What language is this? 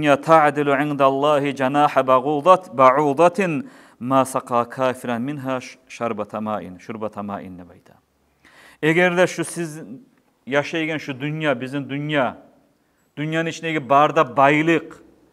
Kumyk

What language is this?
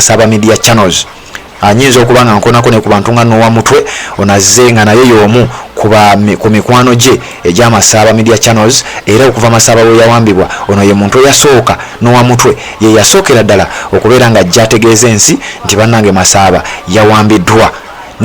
Ganda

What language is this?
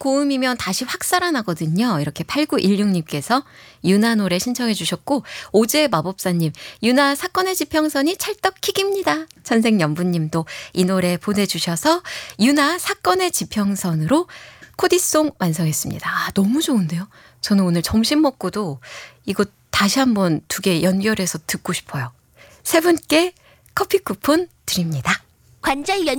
Korean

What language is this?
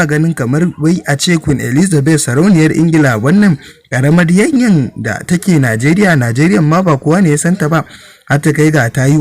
Hausa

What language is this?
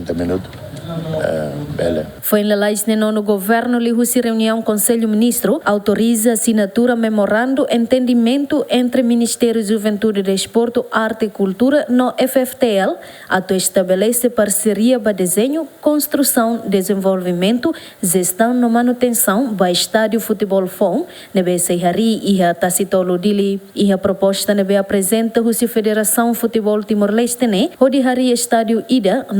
Tetum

